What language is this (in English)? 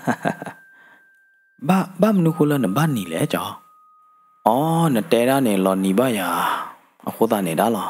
S'gaw Karen